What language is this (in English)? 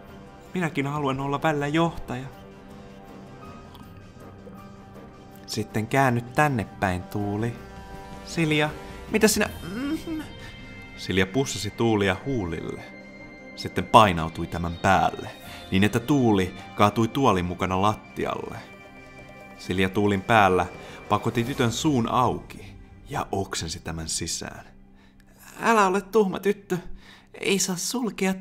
Finnish